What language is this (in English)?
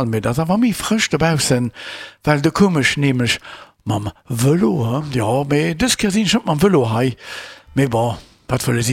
Luxembourgish